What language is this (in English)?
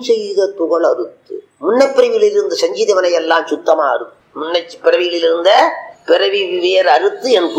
Tamil